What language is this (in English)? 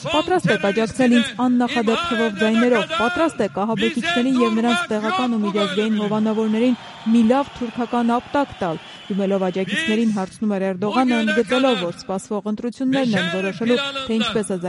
Armenian